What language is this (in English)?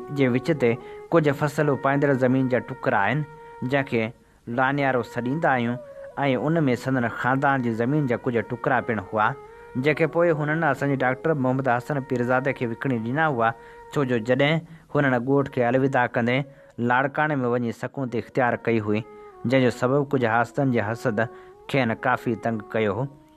Sindhi